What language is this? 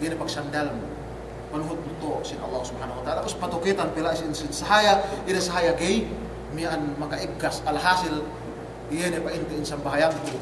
Yakan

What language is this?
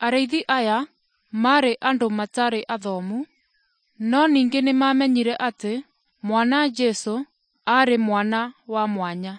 Kikuyu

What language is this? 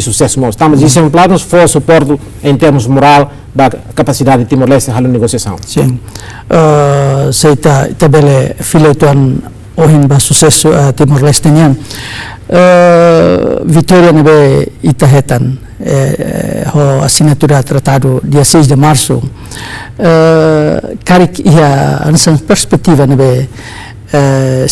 Tetum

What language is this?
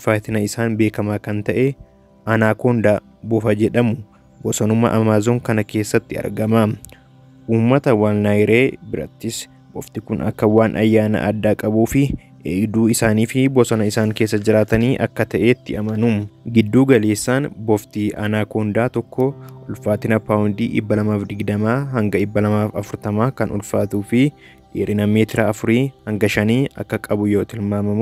Oromo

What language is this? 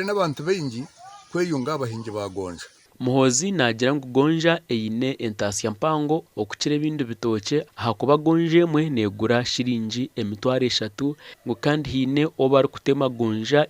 Nyankole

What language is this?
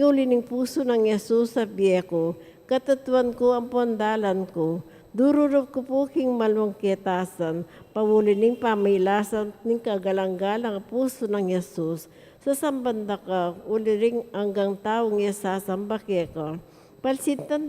Pampanga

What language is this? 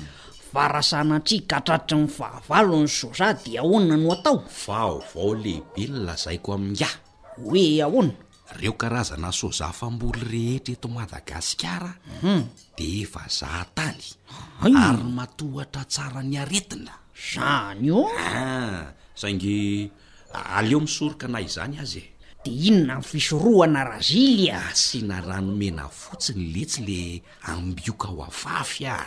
Malagasy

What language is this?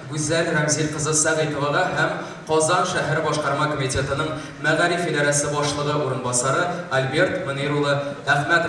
Tatar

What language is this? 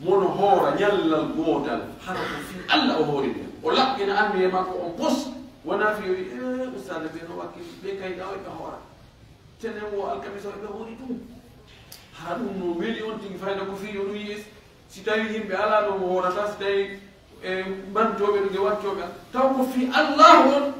Pular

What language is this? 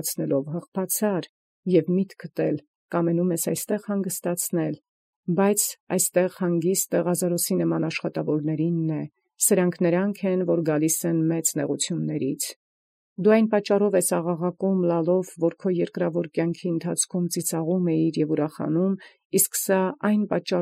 Armenian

